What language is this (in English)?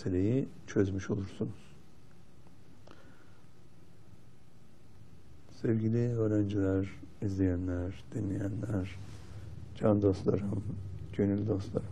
Turkish